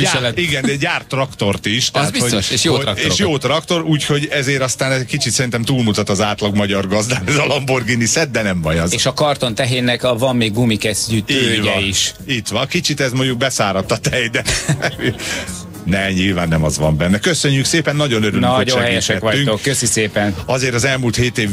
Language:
Hungarian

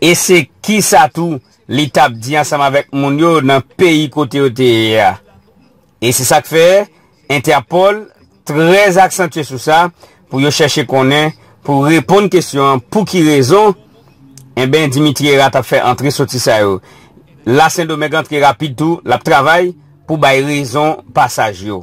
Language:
Haitian Creole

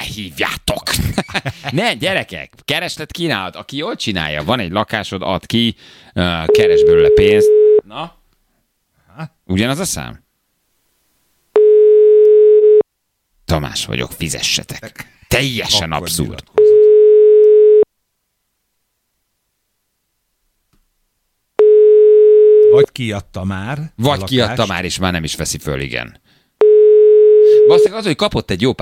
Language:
Hungarian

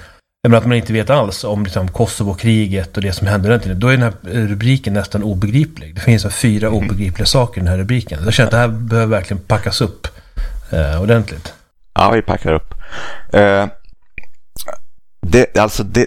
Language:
Swedish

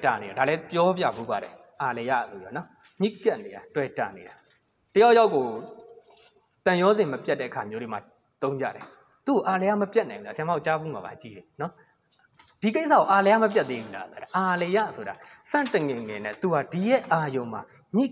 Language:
Burmese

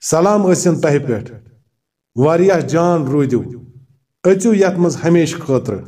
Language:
Kashmiri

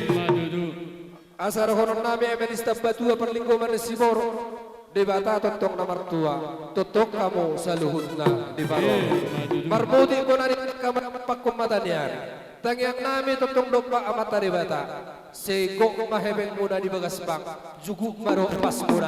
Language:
Batak Toba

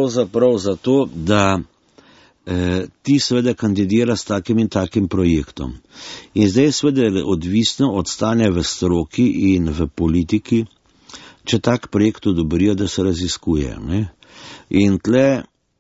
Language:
Slovenian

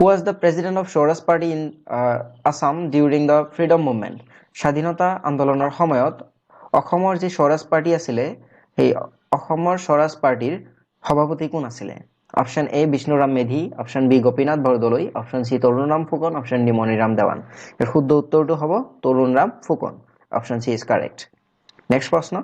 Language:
Assamese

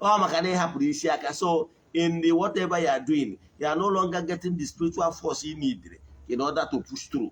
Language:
Igbo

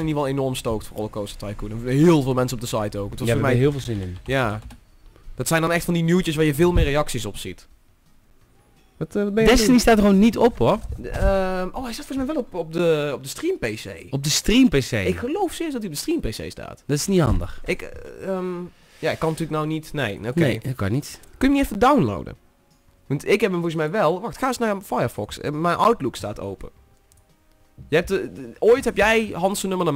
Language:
Dutch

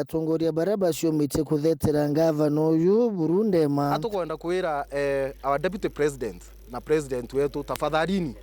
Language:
Meru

